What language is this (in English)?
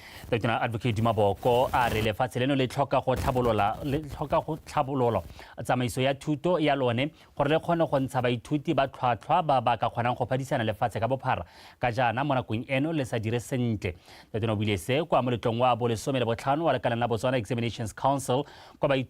Tswana